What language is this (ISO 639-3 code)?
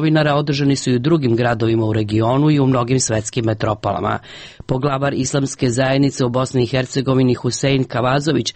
srp